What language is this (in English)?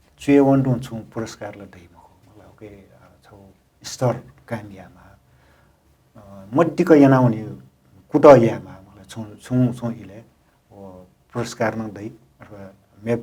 Newari